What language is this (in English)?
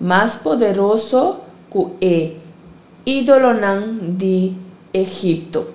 Papiamento